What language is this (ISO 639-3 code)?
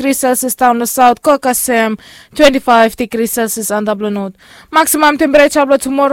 bis